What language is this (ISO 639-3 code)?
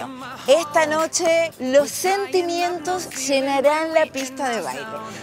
spa